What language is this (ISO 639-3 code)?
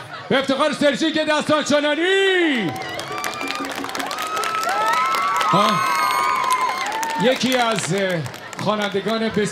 fas